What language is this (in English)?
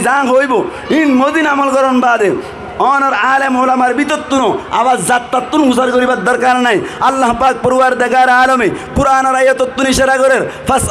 Rohingya